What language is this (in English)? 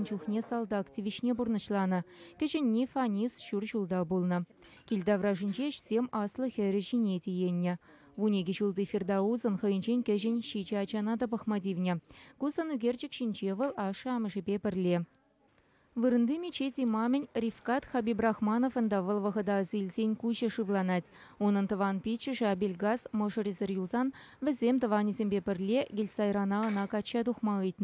Chuvash